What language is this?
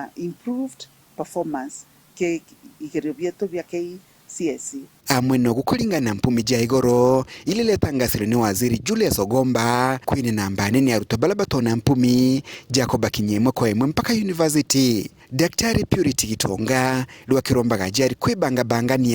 Meru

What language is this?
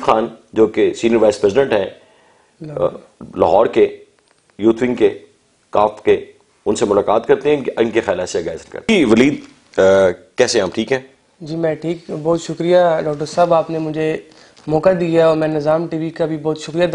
Urdu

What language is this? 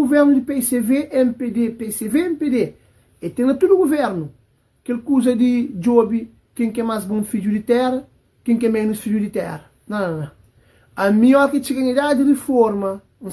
Kabuverdianu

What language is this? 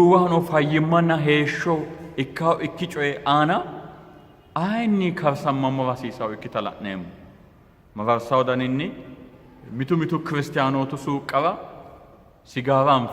Sidamo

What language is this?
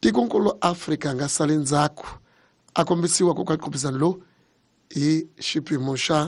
Tsonga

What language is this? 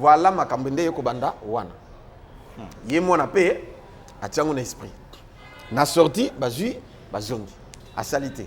Lingala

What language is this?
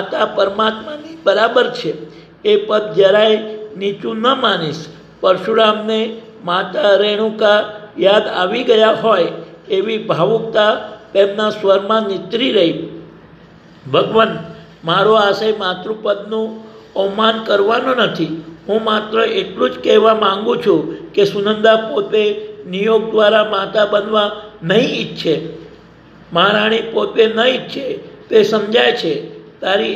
Gujarati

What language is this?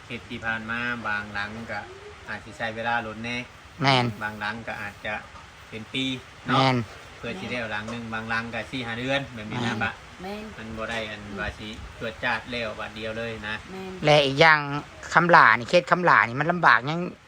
Northeastern Thai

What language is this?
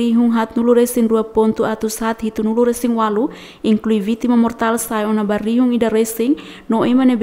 Tetum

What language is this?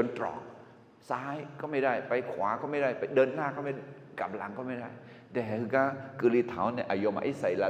Akha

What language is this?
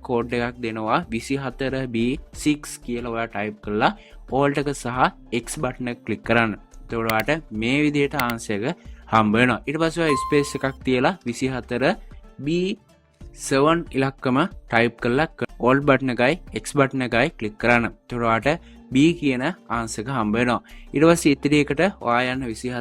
Sinhala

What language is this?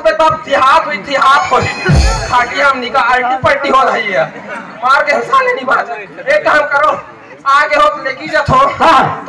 Chhattisgarhi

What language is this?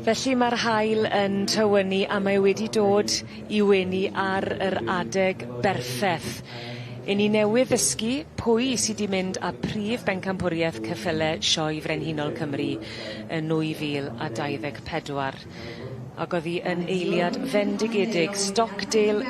Welsh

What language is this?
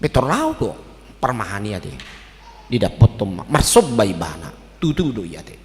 Batak Toba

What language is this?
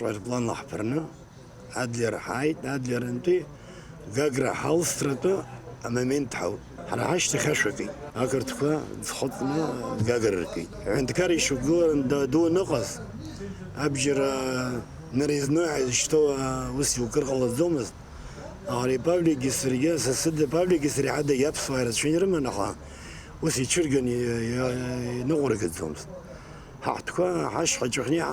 Abkhazian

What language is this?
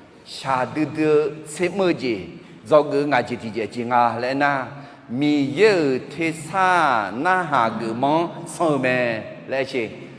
Akha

